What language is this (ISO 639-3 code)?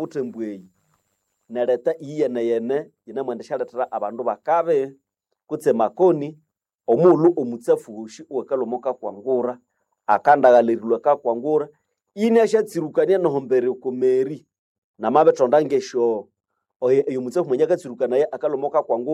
nnb